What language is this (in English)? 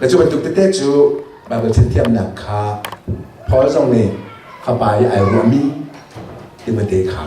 Hakha Chin